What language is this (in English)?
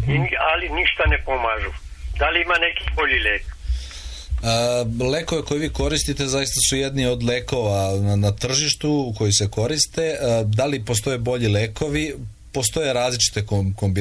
Serbian